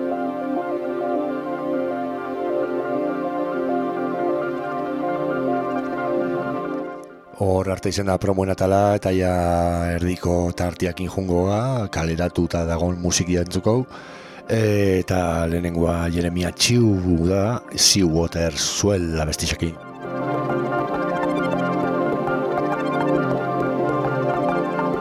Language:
Basque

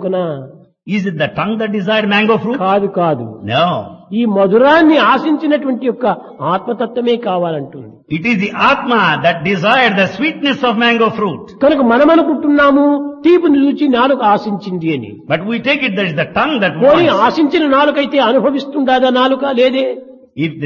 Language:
Telugu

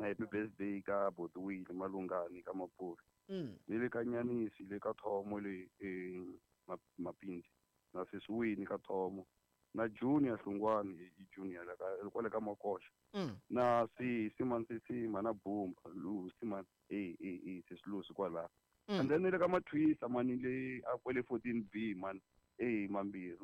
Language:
Tsonga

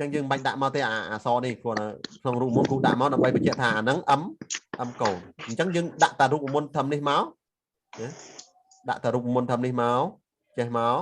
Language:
Khmer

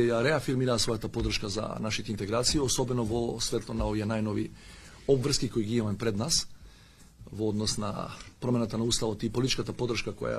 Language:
Macedonian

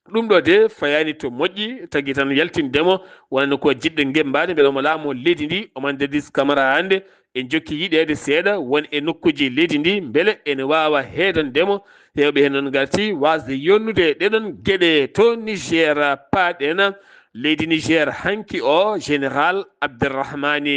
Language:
Fula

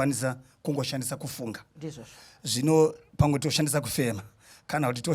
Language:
Shona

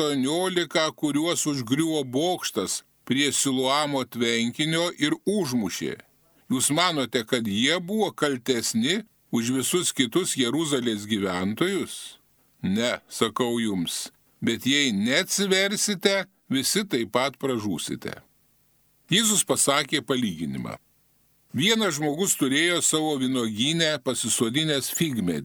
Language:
Lithuanian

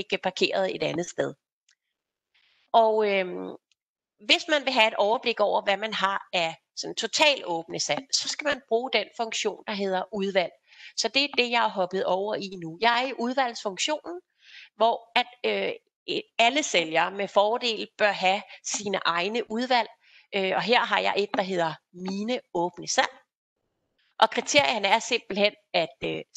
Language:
Danish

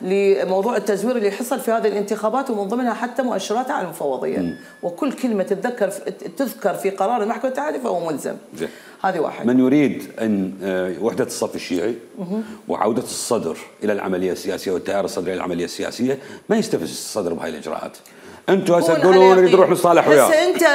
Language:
Mesopotamian Arabic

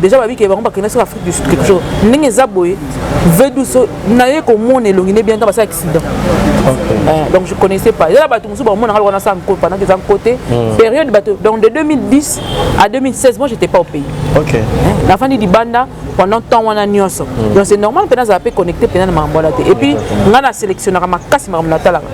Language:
Lingala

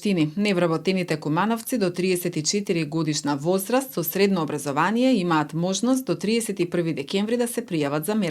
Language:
Macedonian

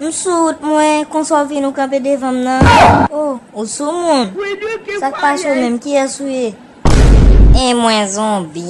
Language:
Haitian Creole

